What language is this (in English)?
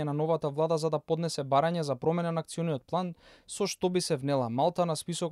Macedonian